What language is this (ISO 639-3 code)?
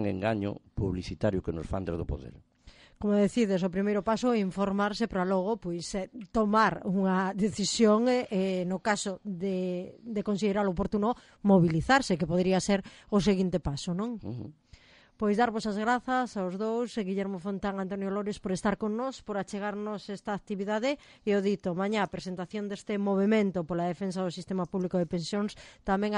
glg